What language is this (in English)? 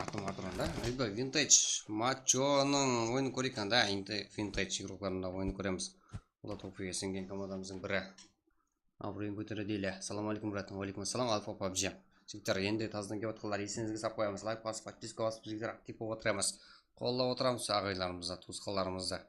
Kara-Kalpak